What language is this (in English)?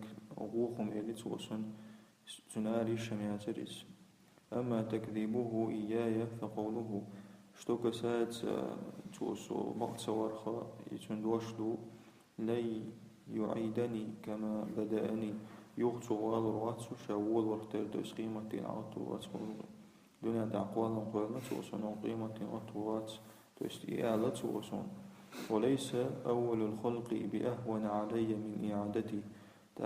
Chechen